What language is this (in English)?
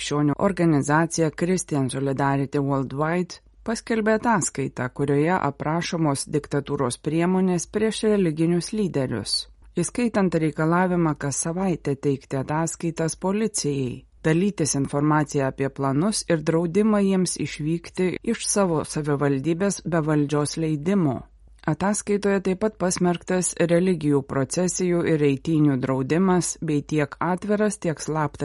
Lithuanian